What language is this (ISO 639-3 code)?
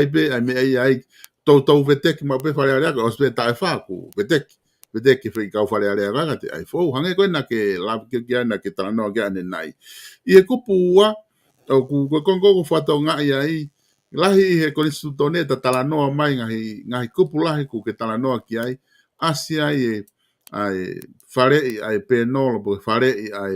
ton